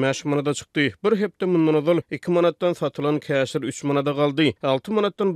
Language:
Turkmen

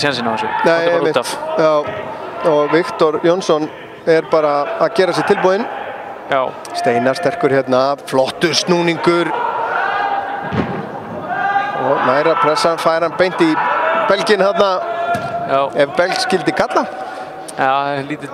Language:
Icelandic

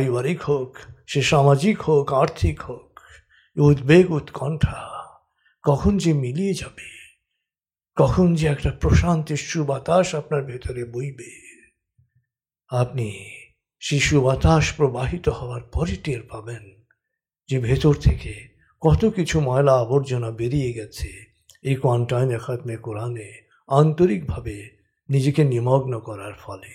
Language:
Bangla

